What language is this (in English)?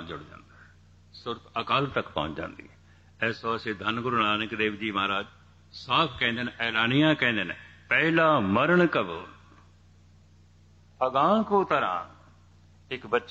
Punjabi